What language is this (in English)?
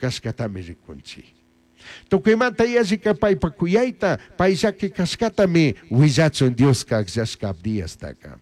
Chimborazo Highland Quichua